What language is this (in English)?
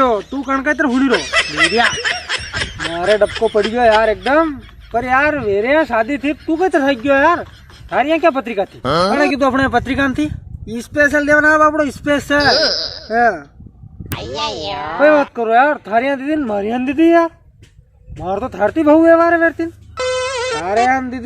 Rajasthani